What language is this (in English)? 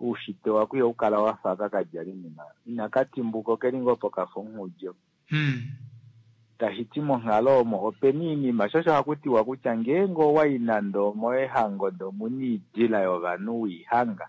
Kuanyama